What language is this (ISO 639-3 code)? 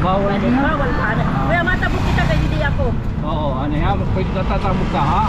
war